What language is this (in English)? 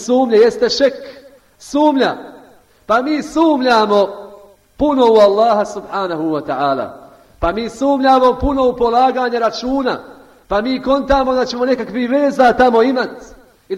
Bosnian